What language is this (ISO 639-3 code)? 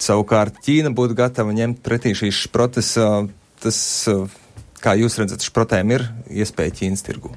lav